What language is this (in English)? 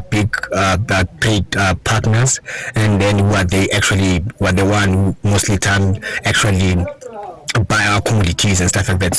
Venda